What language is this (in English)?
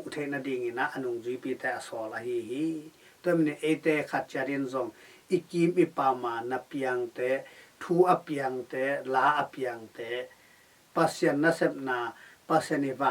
Tedim Chin